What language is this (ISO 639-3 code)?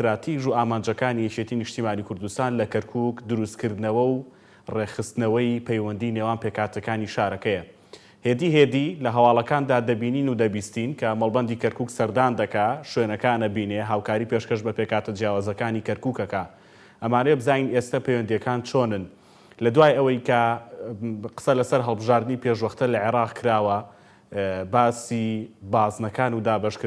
ckb